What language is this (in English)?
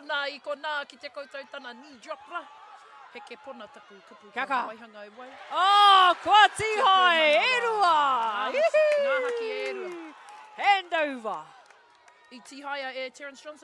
Māori